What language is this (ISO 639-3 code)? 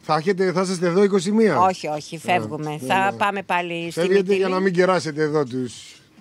ell